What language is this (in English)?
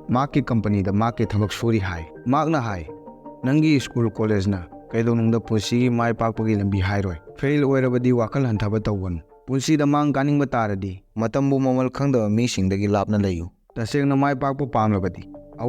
Manipuri